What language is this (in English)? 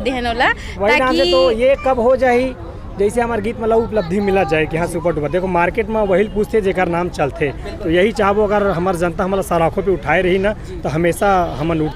Chhattisgarhi